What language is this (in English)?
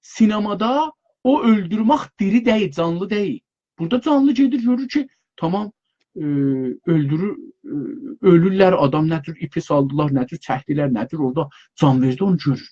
South Azerbaijani